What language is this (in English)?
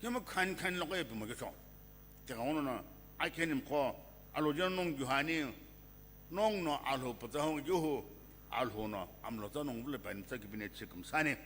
Sumi Naga